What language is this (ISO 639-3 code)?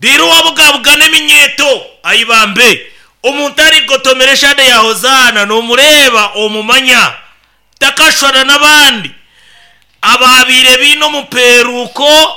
nyn